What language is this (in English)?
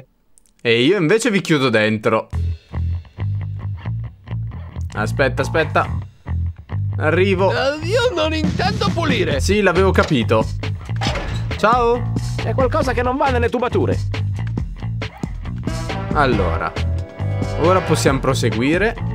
Italian